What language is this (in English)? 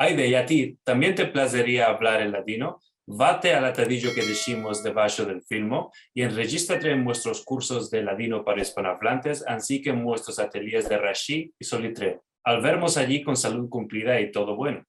Ladino